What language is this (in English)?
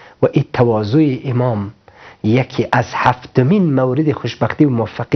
Persian